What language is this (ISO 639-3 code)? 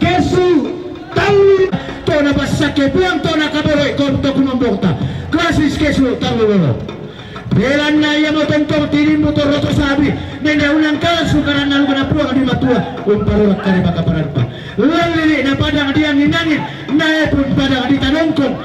sda